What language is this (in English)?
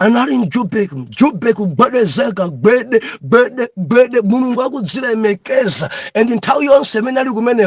Nyanja